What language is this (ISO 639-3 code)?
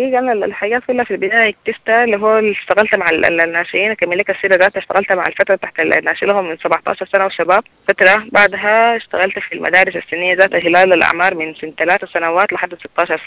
apd